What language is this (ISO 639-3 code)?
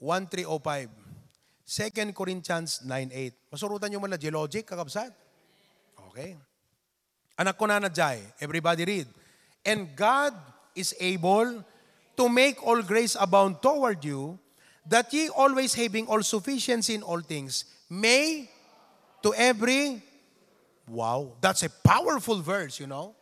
ilo